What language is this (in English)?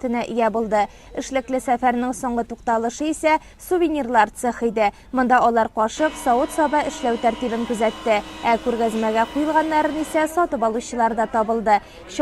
Tatar